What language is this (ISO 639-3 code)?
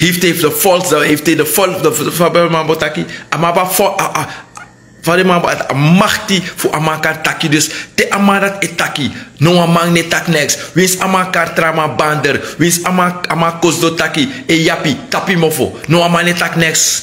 srn